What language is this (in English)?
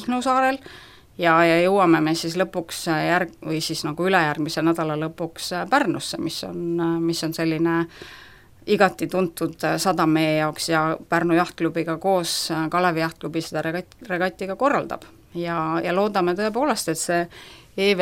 Estonian